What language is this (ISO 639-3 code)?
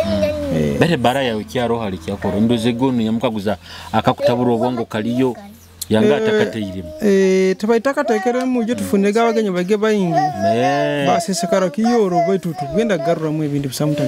nyo